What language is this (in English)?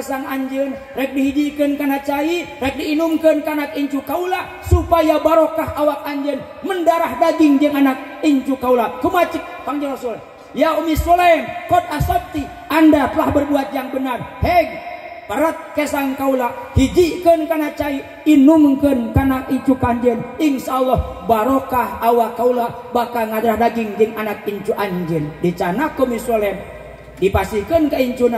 Sundanese